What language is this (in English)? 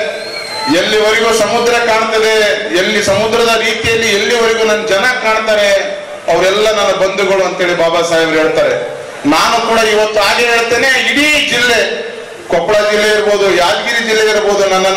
Kannada